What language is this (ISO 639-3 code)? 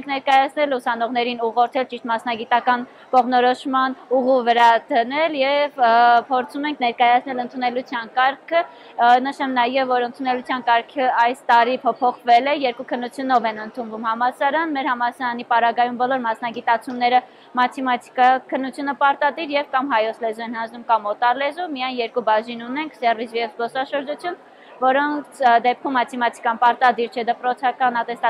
hye